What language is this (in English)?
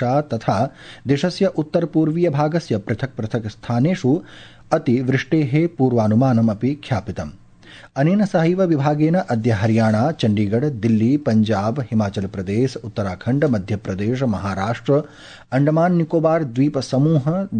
Sanskrit